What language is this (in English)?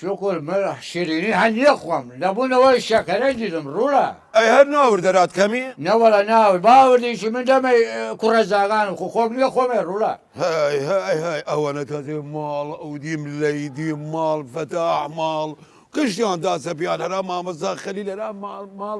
Southern Kurdish